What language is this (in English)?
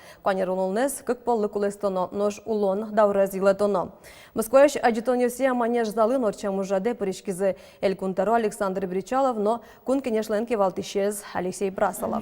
Udmurt